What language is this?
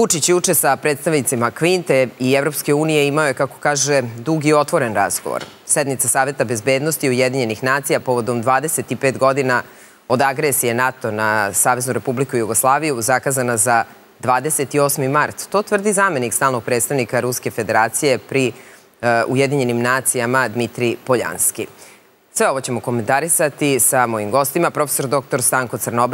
Serbian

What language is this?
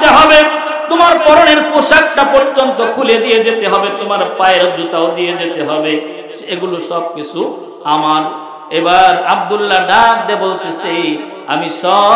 Bangla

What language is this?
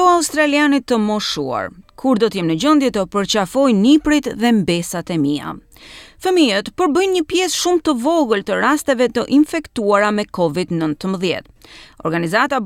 Albanian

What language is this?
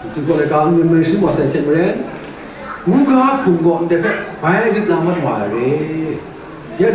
Kachin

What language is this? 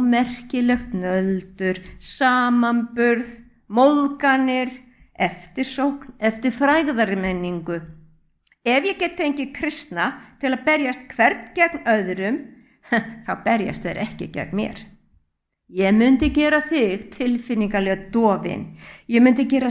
Icelandic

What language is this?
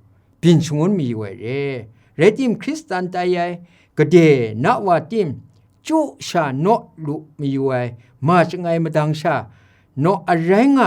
Kachin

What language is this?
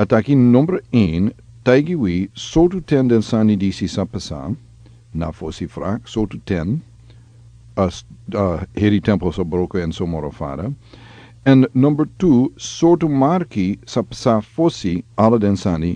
Sranan Tongo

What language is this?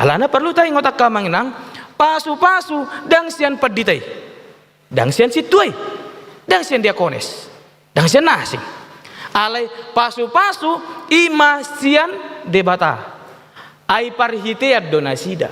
Batak Toba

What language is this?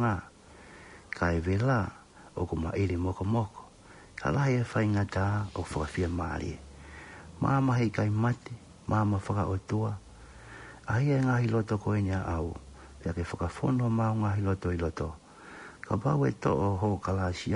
Tongan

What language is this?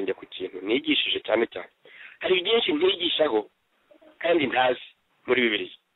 Kinyarwanda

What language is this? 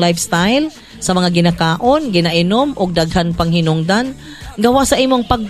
Cebuano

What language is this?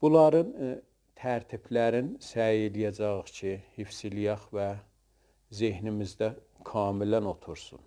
South Azerbaijani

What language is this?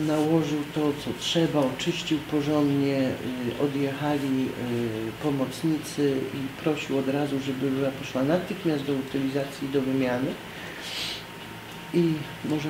Polish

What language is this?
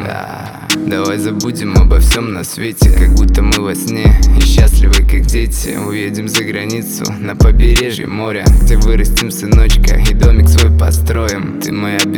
Russian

